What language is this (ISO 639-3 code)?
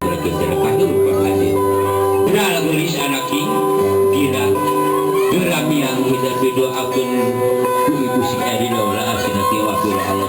sun